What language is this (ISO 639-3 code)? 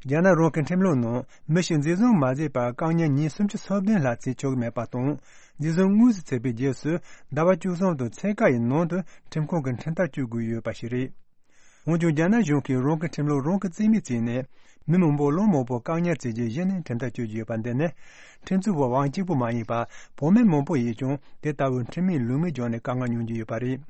bod